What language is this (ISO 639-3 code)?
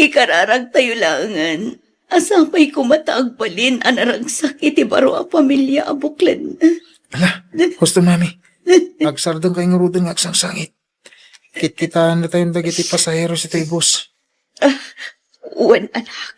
ilo